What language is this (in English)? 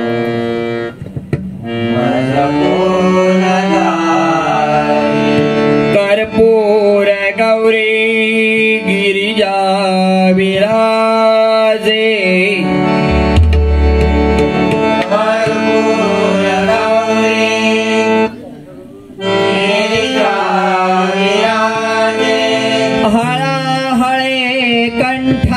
Marathi